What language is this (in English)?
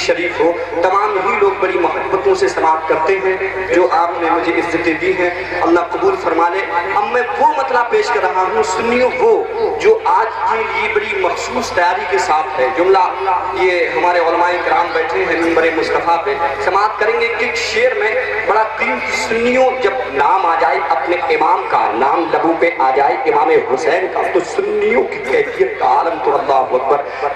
Urdu